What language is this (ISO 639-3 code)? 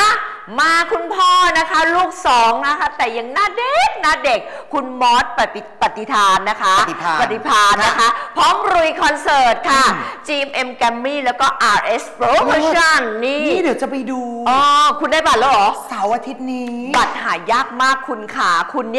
tha